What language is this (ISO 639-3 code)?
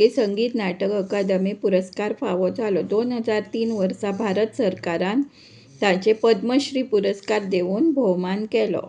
kok